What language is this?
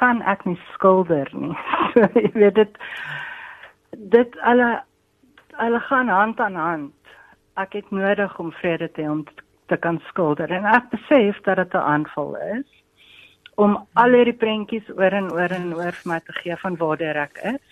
Afrikaans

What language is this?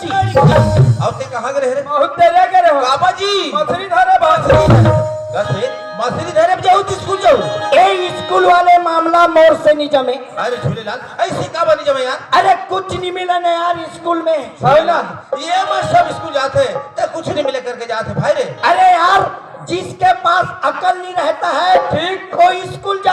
Chhattisgarhi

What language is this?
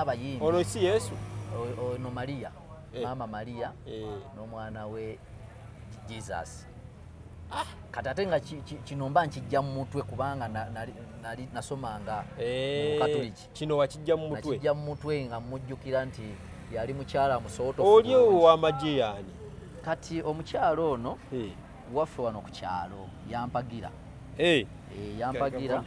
Ganda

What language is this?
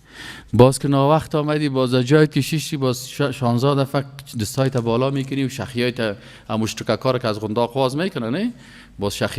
Persian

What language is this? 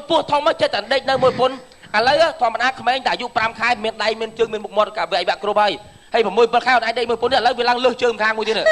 Khmer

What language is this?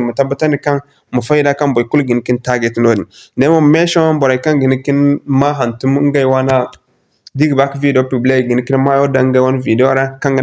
Zarma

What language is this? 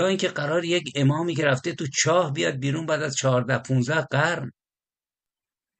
Persian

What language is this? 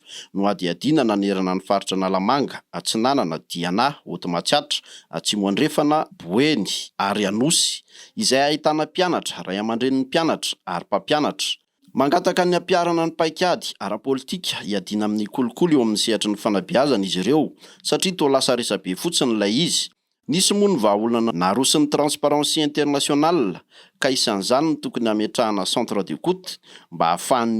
Malagasy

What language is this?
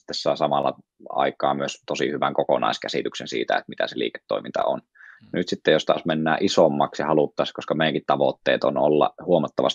Finnish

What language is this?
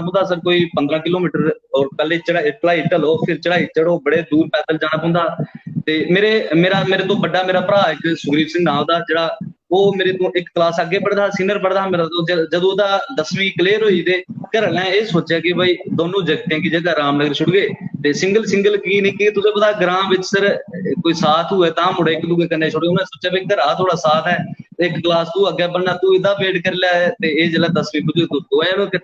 Dogri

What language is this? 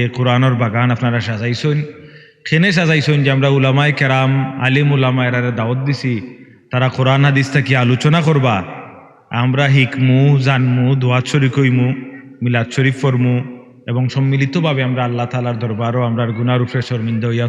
Sylheti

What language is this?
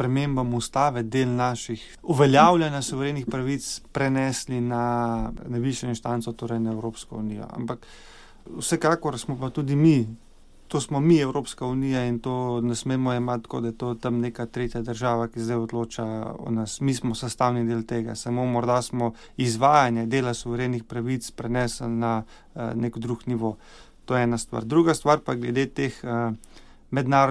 Slovenian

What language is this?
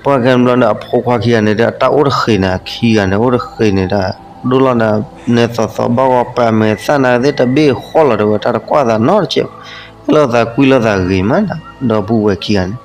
S'gaw Karen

